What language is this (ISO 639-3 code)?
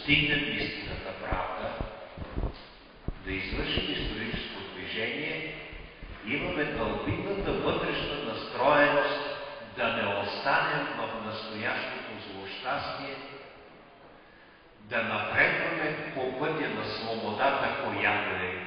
bul